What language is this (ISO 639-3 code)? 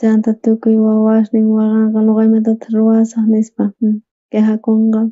quh